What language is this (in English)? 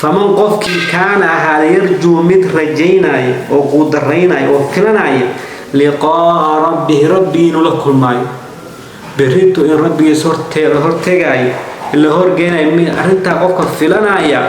Somali